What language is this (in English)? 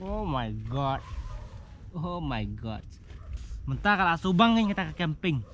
Khasi